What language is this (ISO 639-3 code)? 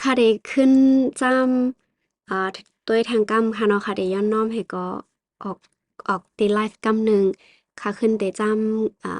shn